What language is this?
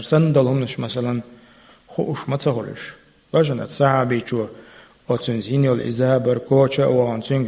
Chechen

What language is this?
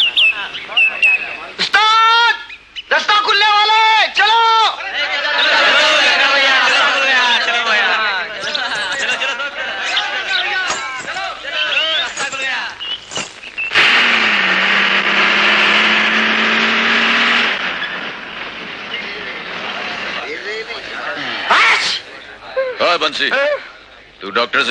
Hindi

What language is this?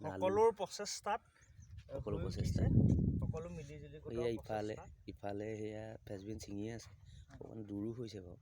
Assamese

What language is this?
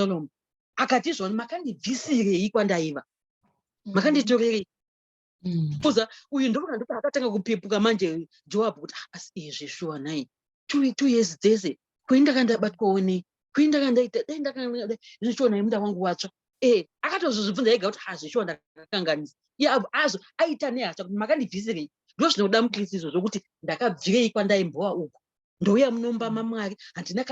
Shona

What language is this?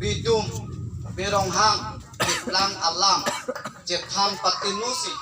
Karbi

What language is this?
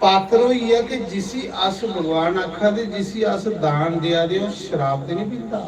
Dogri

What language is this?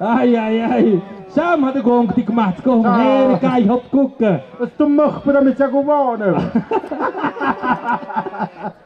Tlahuitoltepec Mixe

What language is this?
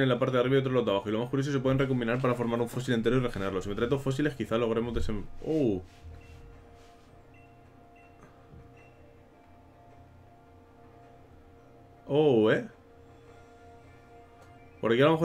Spanish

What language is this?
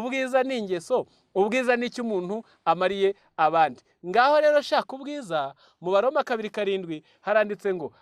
Kinyarwanda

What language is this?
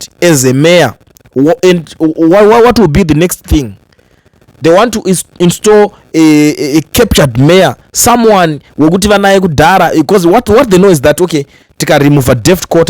Shona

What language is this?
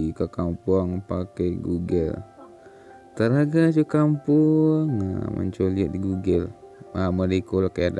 Minangkabau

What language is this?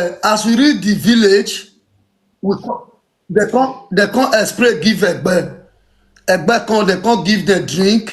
Nigerian Pidgin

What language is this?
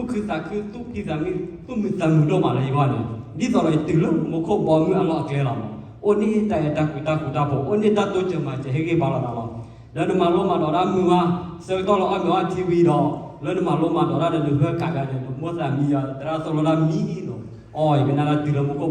S'gaw Karen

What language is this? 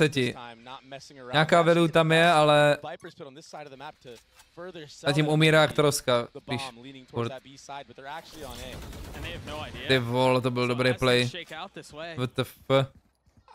Czech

